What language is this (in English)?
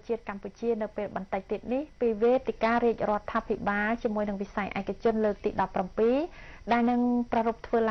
Khmer